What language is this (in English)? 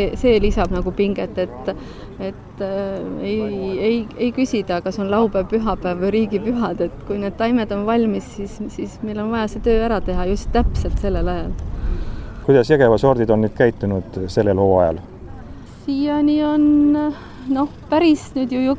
Estonian